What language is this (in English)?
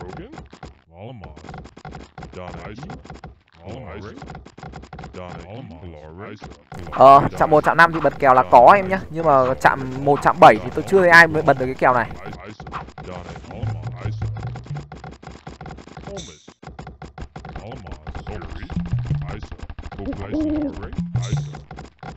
Vietnamese